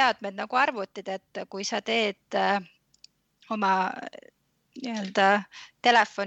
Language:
Estonian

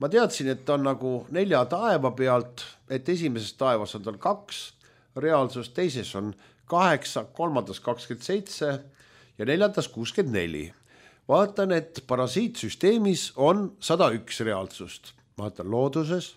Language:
Estonian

